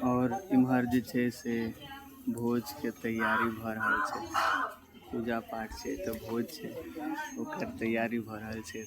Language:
Maithili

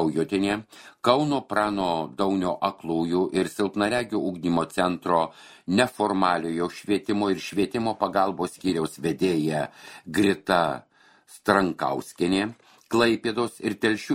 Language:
Lithuanian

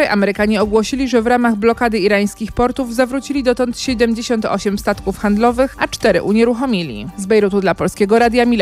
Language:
Polish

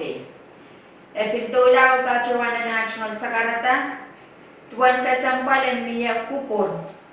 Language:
Pohnpeian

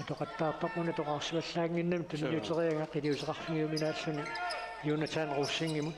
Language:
Kalaallisut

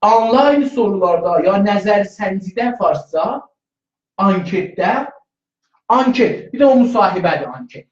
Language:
South Azerbaijani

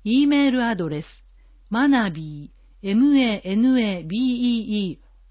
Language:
Japanese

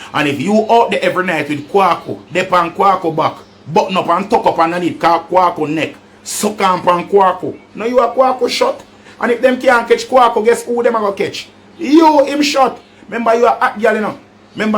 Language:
Jamaican Creole English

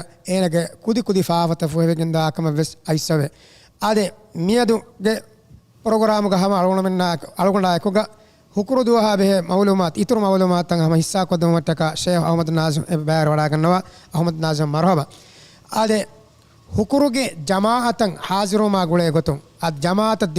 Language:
Divehi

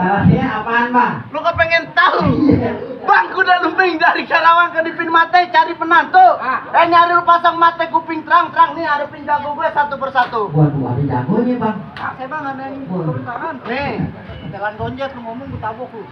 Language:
Betawi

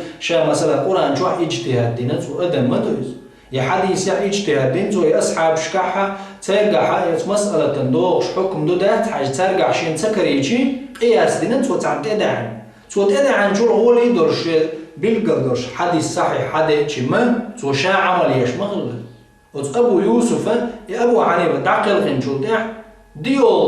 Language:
Chechen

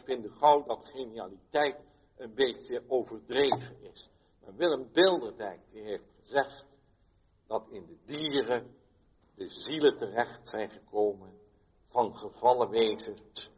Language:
Dutch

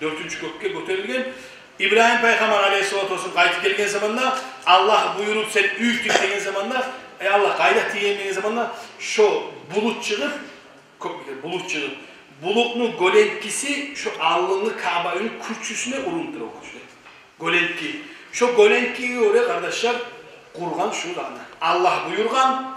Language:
Kumyk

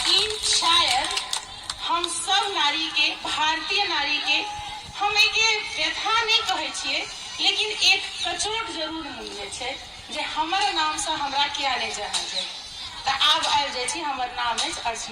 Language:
Maithili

